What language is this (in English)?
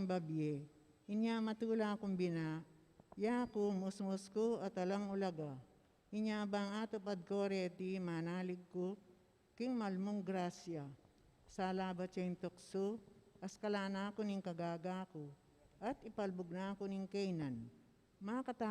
Pampanga